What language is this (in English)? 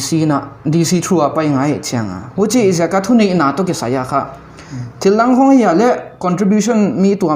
Paite Chin